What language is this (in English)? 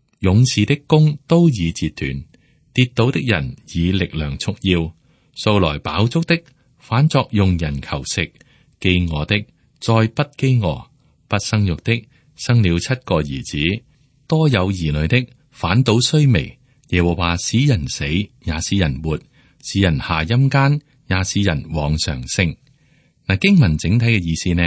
Cantonese